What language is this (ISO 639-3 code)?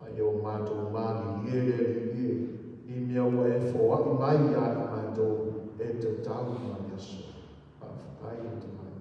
smo